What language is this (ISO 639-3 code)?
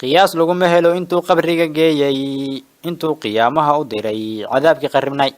som